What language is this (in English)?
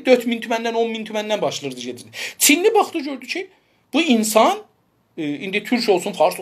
South Azerbaijani